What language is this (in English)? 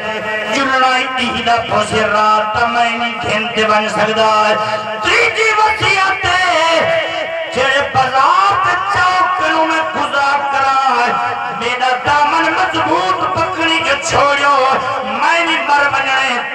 Saraiki